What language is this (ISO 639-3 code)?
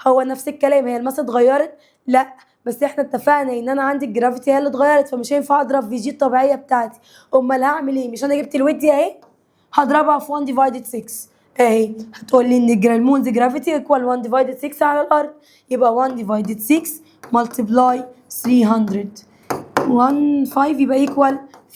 arz